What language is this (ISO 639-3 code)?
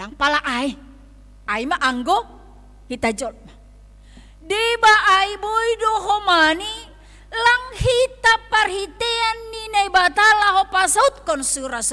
bts